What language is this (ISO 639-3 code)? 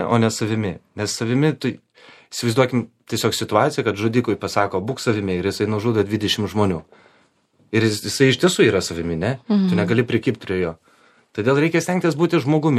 lit